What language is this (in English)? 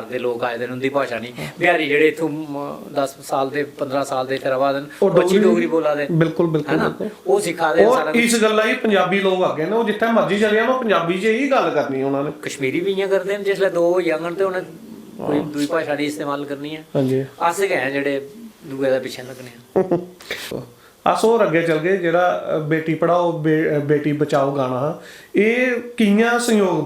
Dogri